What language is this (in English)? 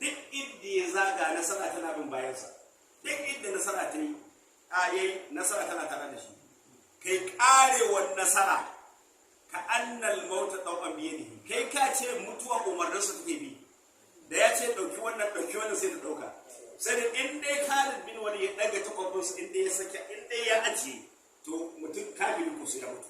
Hausa